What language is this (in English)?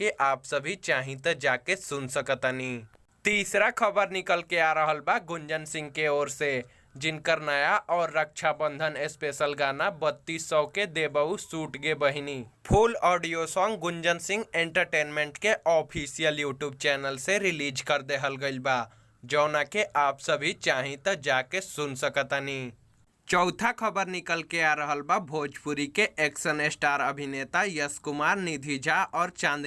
Bhojpuri